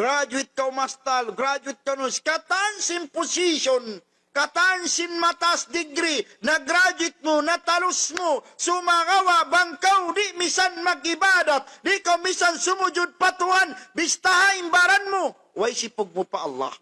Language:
Tausug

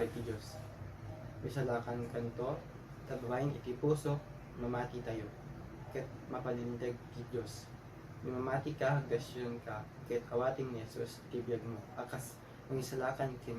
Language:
Iloko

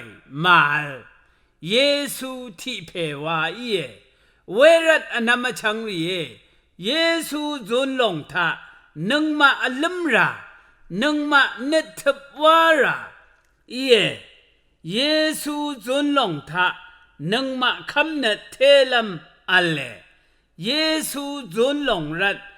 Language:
Rawang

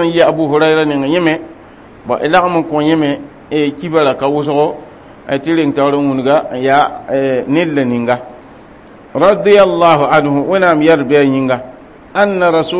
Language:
Mossi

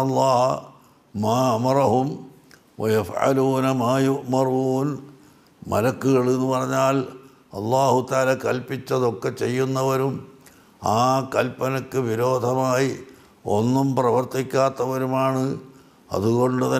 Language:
Malayalam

